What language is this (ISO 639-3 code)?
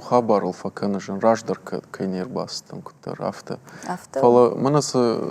oss